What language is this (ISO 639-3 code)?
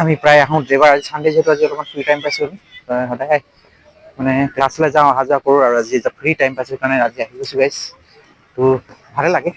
asm